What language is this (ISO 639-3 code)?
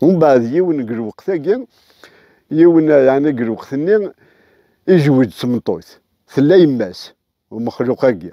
kab